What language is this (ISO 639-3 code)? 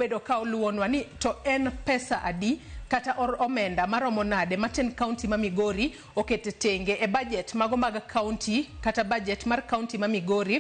luo